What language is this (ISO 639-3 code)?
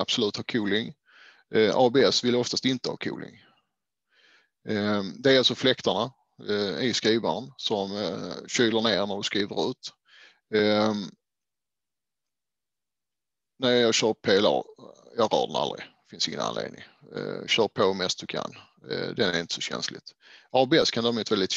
swe